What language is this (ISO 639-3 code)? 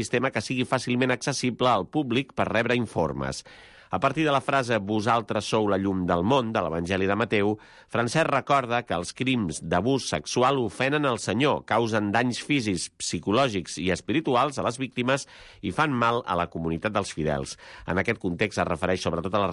cat